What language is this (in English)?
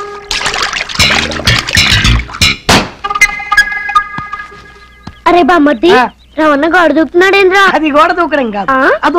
Telugu